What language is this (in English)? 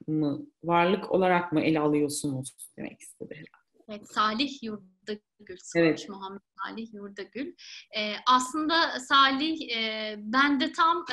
Turkish